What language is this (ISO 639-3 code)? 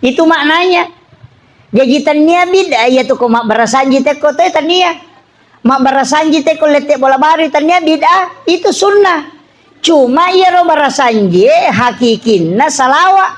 bug